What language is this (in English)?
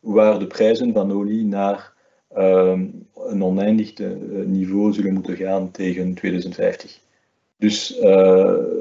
Dutch